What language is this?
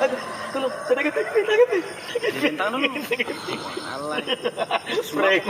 Ambonese Malay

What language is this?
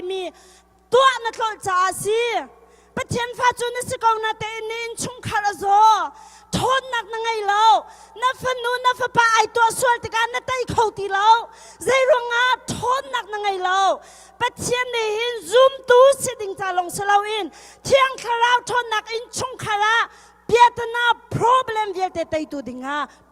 Hakha Chin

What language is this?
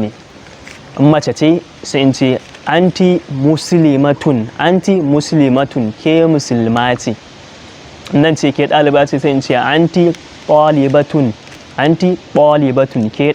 Hausa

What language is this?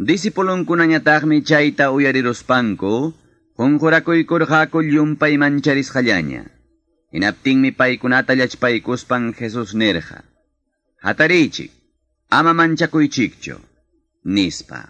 Quechua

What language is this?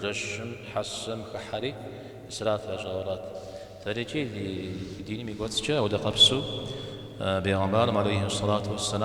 Kabardian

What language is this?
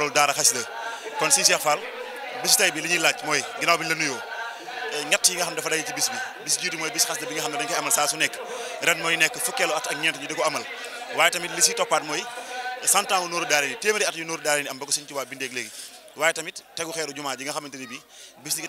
Wolof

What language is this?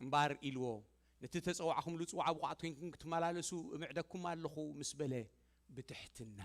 Tigrinya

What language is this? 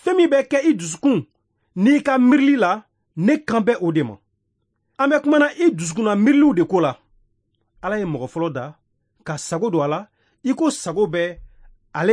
Bambara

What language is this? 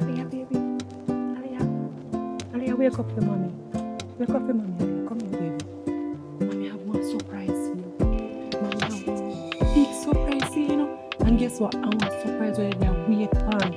Jamaican Creole English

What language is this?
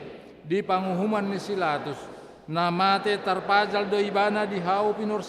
Batak Toba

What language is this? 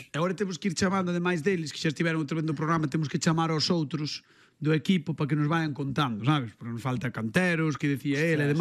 Galician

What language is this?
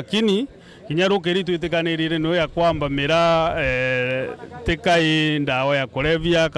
Meru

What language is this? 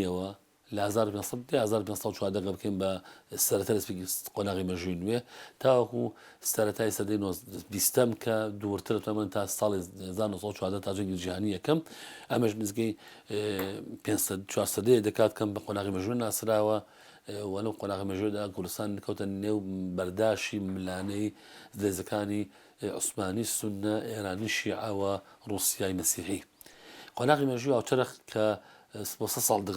Central Kurdish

